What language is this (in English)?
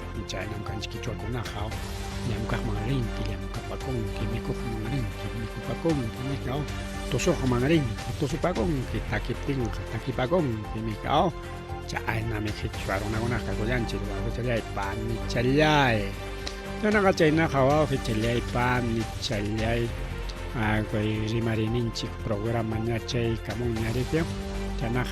Ayacucho Quechua